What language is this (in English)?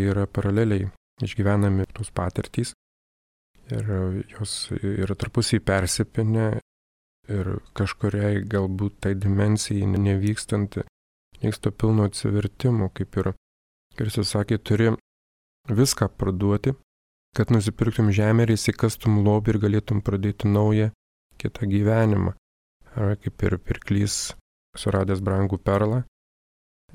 Lithuanian